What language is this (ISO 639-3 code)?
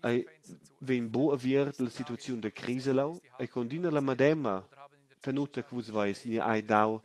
roh